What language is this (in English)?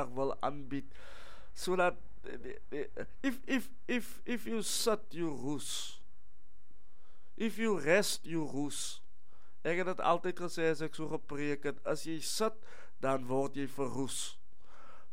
Afrikaans